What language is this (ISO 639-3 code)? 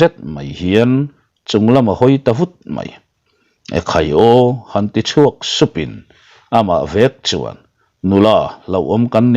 lus